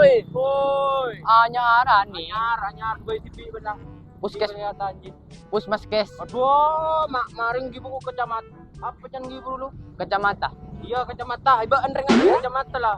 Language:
Madurese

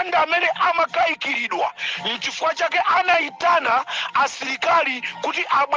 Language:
Nyanja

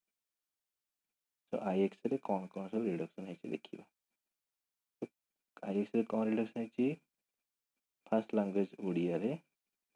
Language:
Odia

